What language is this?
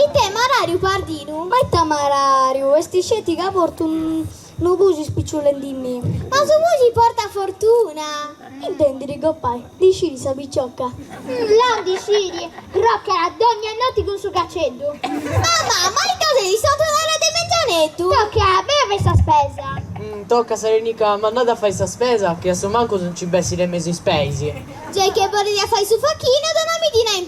Sardinian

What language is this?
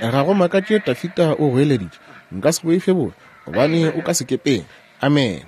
Northern Sotho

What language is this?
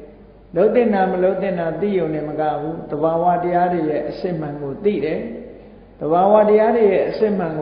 Burmese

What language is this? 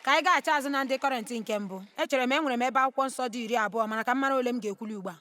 Igbo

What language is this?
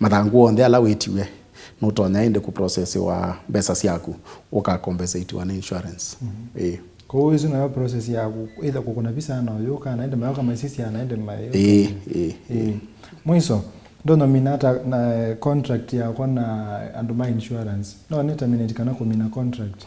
Kamba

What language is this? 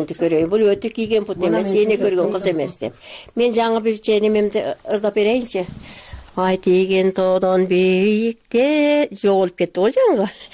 Kyrgyz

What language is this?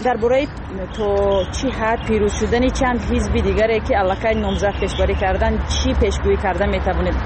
Tajik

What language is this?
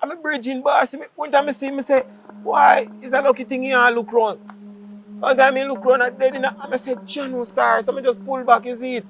Jamaican Creole English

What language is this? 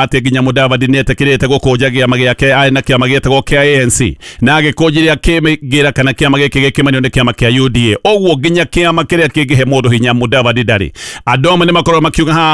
Kikuyu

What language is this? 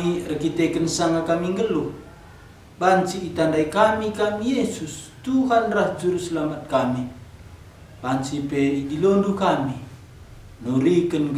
Batak Karo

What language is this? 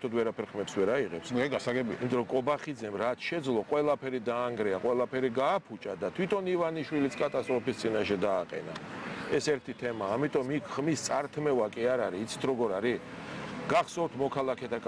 Georgian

